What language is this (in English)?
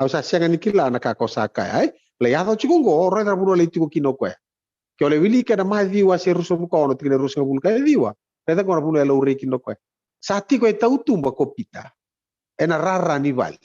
Fijian